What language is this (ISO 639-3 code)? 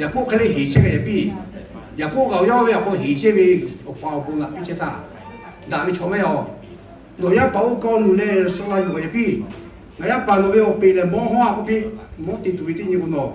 lhu